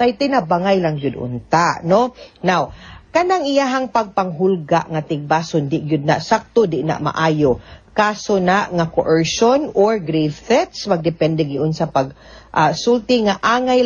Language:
Cebuano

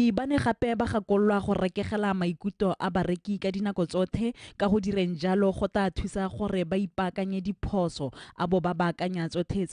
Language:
Tswana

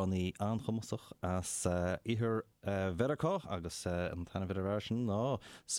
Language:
Irish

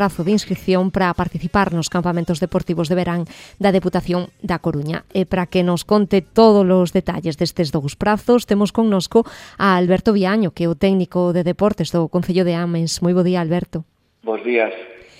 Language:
Galician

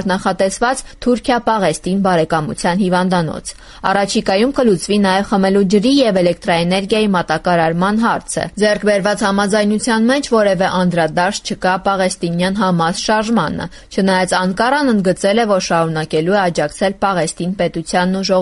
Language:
Armenian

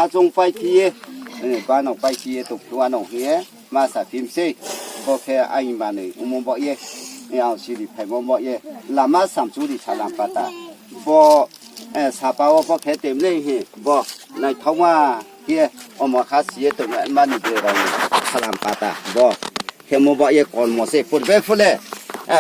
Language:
Riang (India)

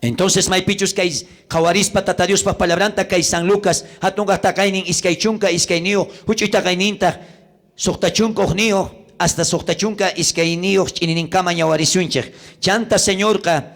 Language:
South Bolivian Quechua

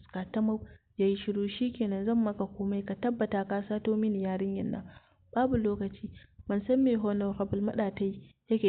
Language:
Hausa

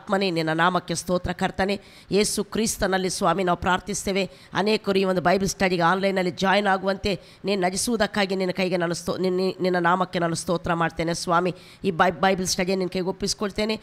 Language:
Kannada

